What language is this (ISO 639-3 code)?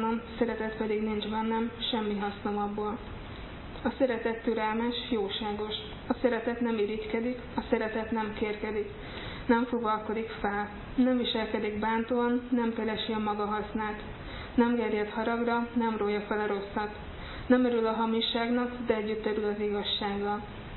hun